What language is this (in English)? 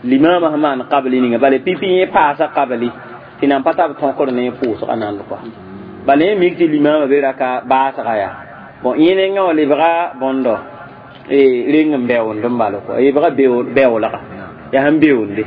Mossi